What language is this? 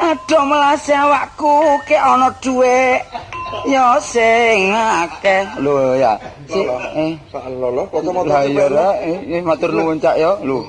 Javanese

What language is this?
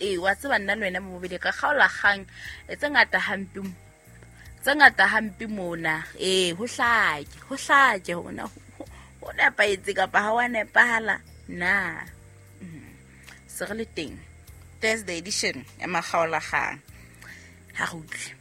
Southern Sotho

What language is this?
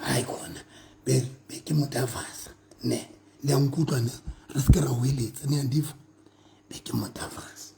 Southern Sotho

